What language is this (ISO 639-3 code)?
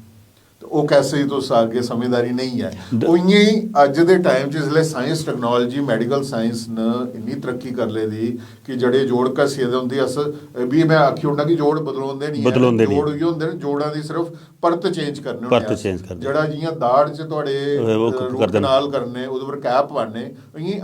doi